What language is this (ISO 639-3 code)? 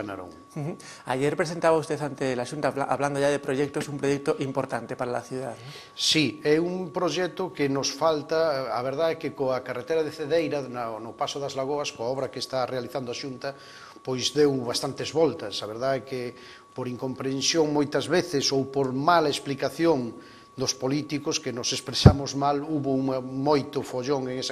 glg